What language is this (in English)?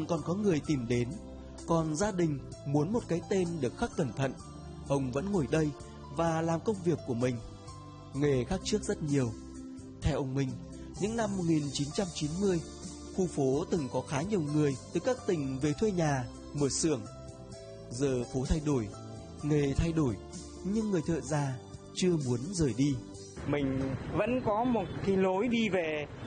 Vietnamese